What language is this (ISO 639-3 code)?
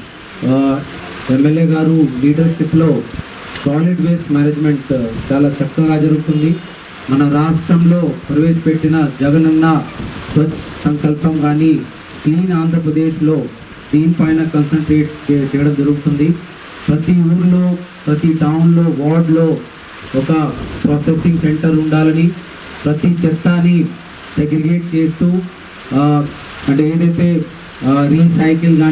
tel